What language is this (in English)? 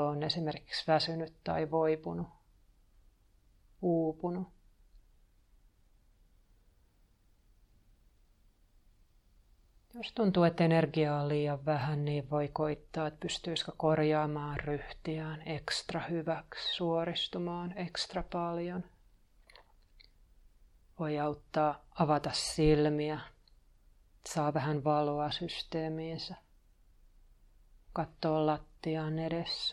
Finnish